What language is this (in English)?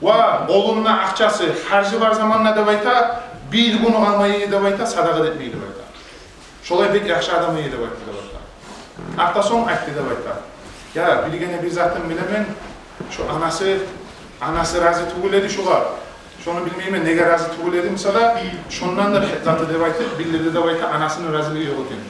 Kumyk